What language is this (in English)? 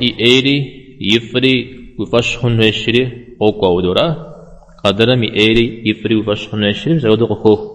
Kabardian